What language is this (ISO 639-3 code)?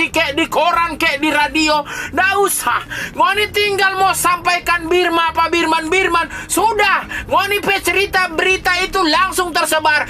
xmm